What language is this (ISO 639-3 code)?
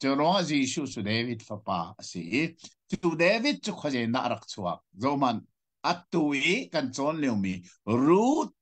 cnh